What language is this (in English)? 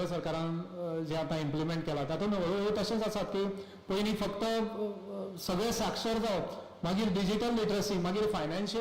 Konkani